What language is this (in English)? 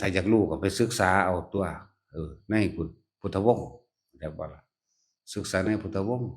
Northeastern Thai